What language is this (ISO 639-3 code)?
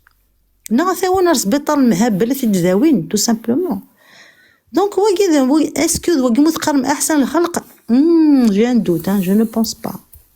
kab